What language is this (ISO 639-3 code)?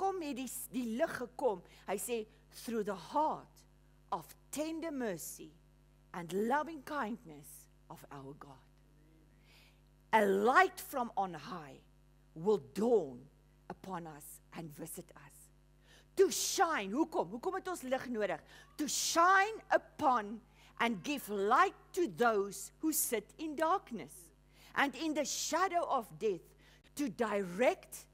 afr